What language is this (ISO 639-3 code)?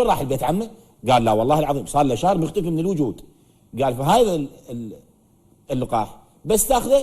acm